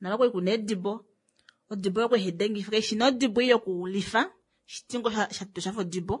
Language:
Kuanyama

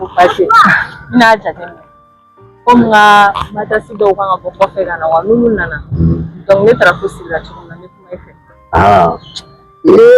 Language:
Bambara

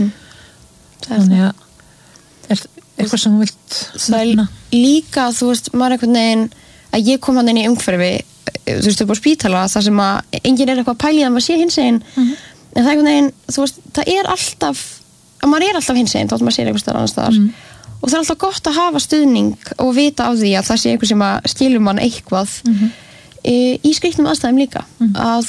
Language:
Icelandic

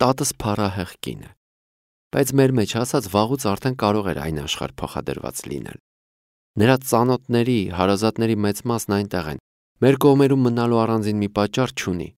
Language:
Armenian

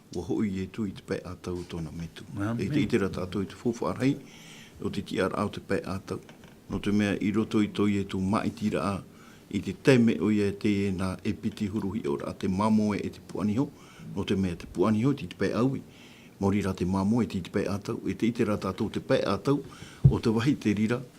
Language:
Tahitian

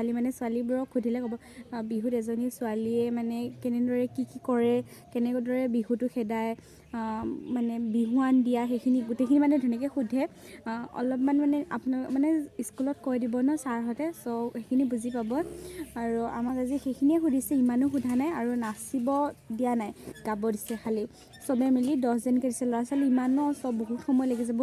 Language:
Assamese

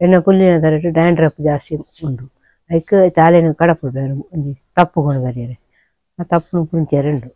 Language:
Tulu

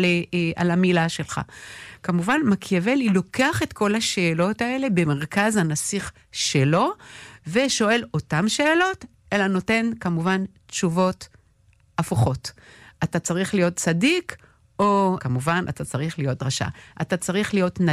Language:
Hebrew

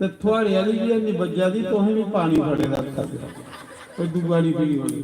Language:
Dogri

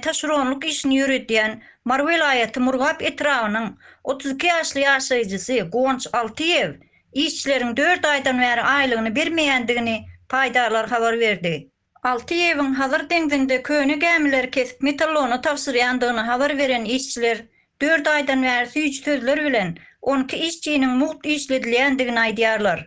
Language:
Turkmen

